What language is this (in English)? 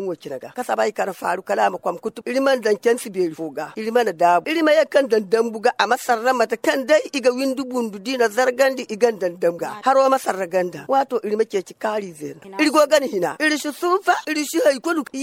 Zarma